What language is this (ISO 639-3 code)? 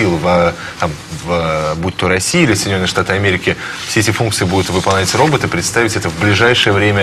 rus